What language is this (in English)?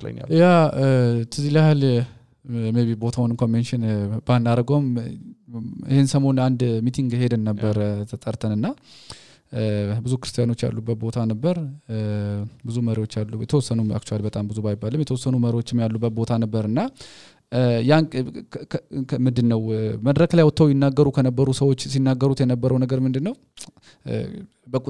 Amharic